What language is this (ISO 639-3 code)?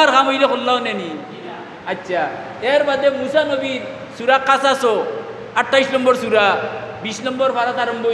syl